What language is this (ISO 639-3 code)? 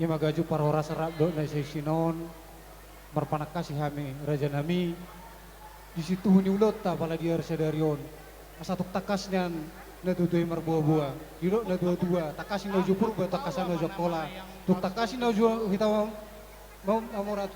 bbc